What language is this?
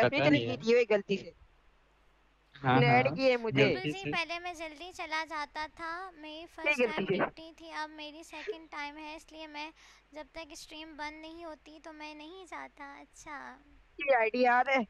Hindi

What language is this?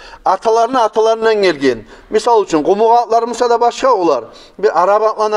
Kumyk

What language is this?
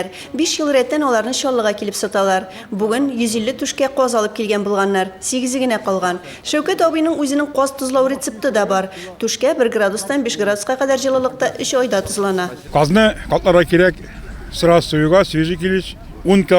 Tatar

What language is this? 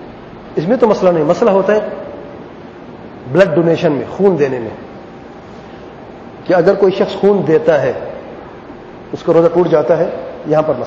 Urdu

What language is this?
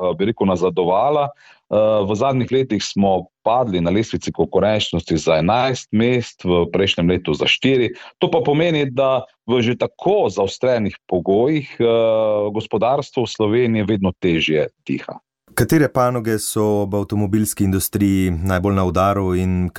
Slovenian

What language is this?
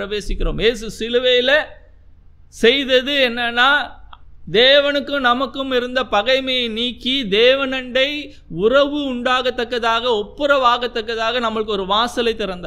Tamil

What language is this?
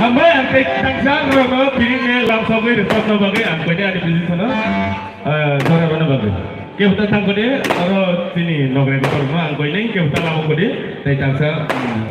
Kok Borok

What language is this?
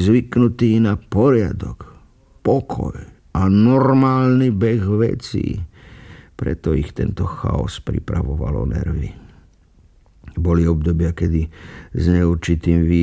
Slovak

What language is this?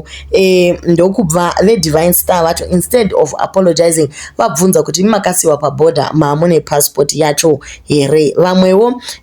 Shona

